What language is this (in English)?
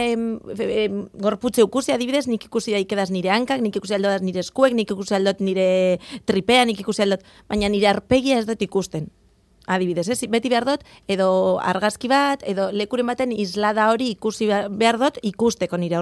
Basque